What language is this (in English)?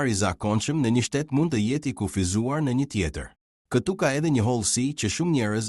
Albanian